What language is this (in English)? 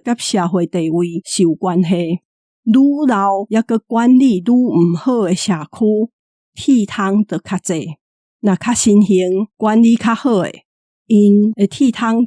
Min Nan Chinese